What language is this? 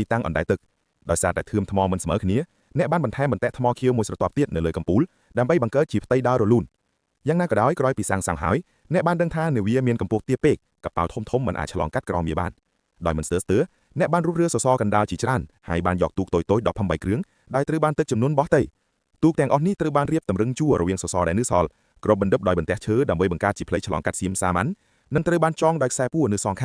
Khmer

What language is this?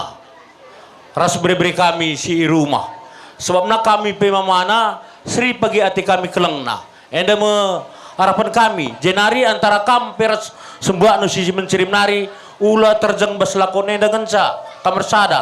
Batak Karo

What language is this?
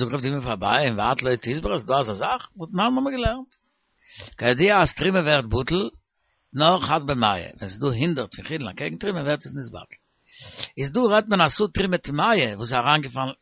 Yiddish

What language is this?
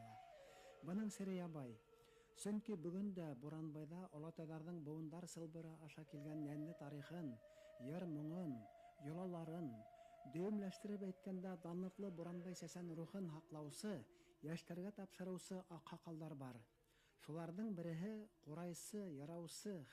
Bashkir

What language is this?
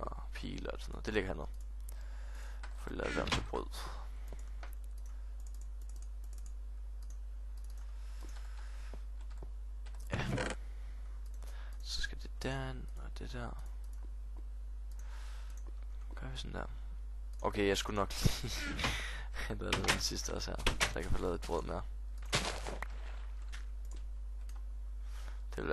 Danish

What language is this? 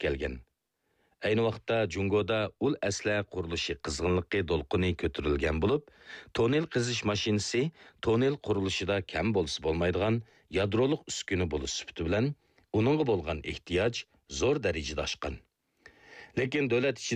Uyghur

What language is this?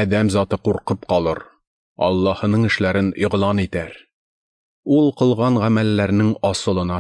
Tatar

